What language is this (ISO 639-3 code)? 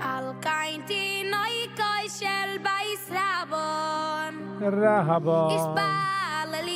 yid